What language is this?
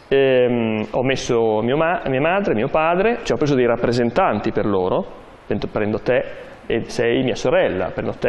Italian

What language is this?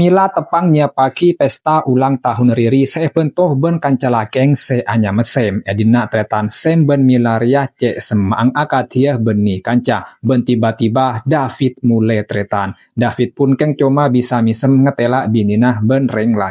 Madurese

